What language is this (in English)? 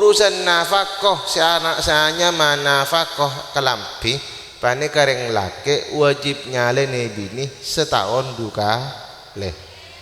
Madurese